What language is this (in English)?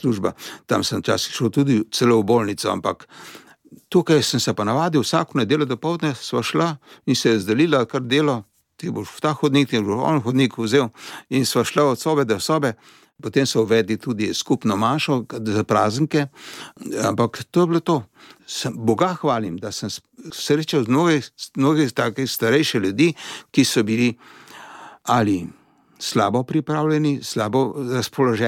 Slovenian